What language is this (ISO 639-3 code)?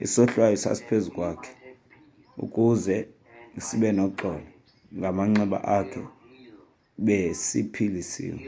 xho